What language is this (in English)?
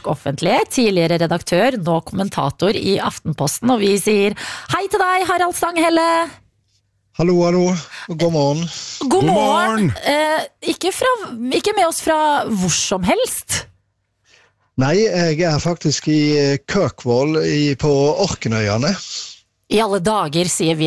Norwegian